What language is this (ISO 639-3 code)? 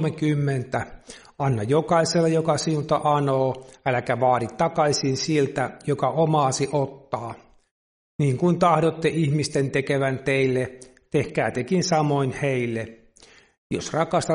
fin